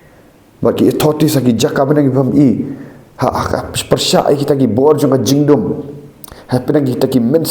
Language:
Khasi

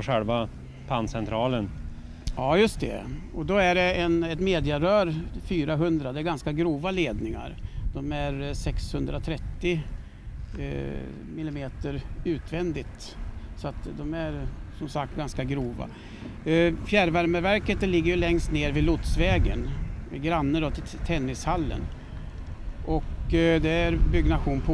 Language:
Swedish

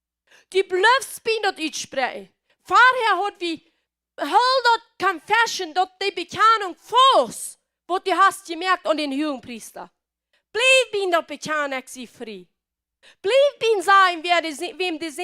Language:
Plautdietsch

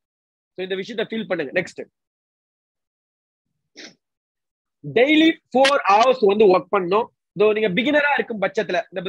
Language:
Tamil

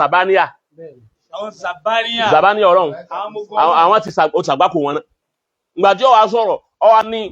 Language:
Yoruba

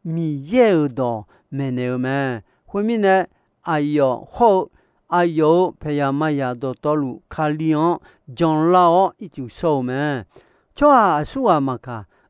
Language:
Akha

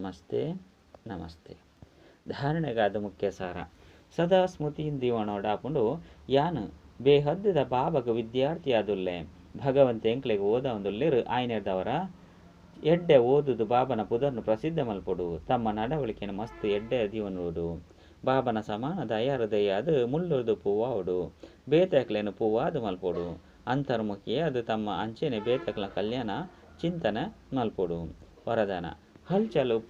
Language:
Tulu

